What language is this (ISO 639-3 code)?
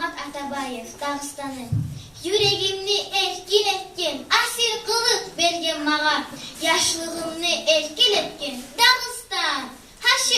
kum